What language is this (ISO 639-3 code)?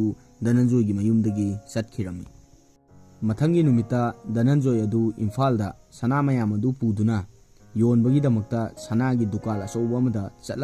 mni